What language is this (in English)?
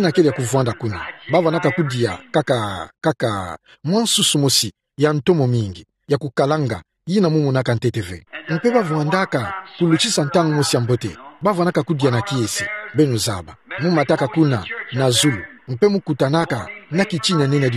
Kituba (Democratic Republic of Congo)